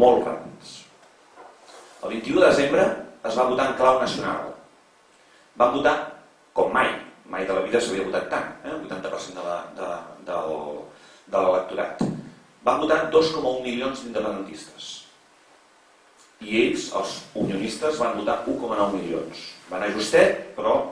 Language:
Catalan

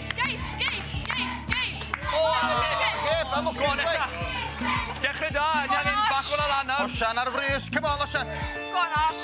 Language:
Welsh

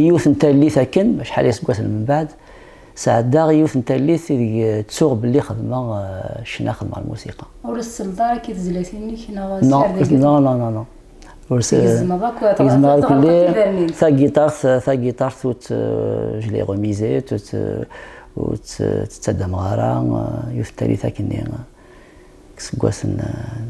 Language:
Kabyle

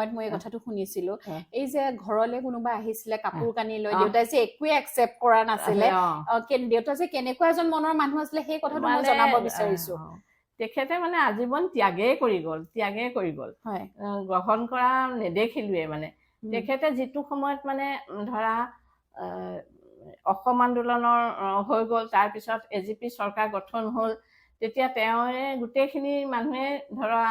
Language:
Assamese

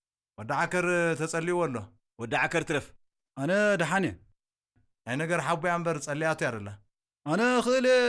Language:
Tigrinya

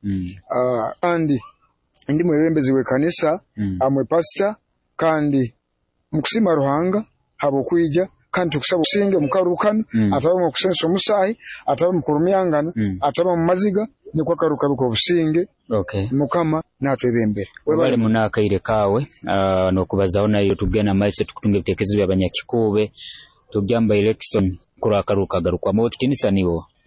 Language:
Nyoro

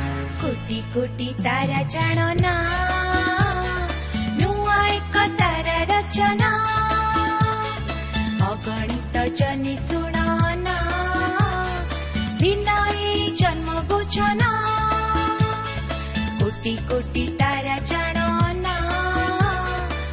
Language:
Odia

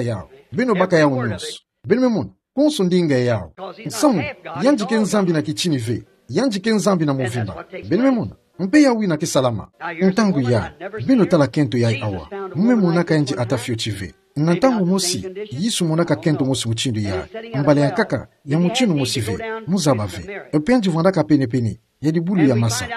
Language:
Kituba (Democratic Republic of Congo)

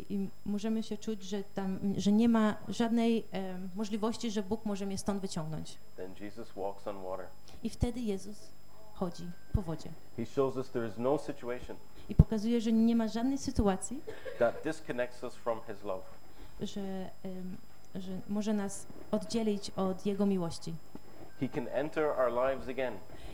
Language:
Polish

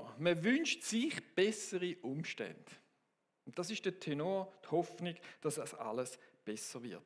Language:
Swiss German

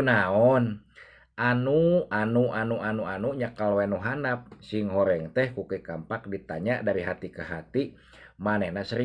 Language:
Sundanese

